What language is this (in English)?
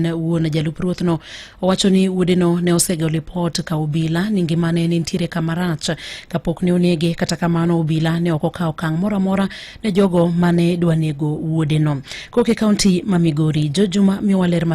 Luo (Kenya and Tanzania)